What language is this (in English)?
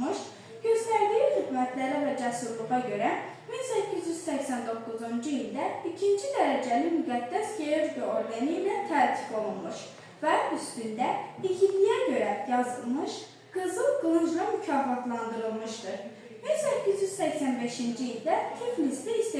Azerbaijani